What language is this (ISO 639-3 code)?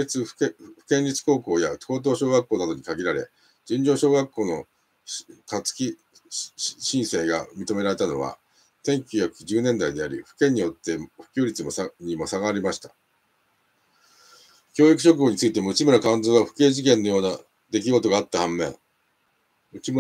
jpn